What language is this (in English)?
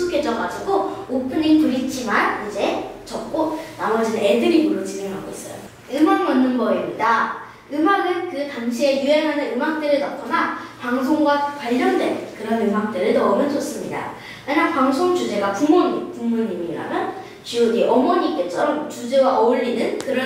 Korean